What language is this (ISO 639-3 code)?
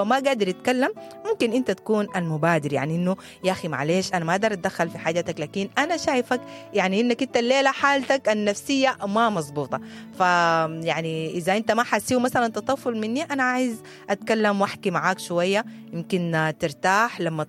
apd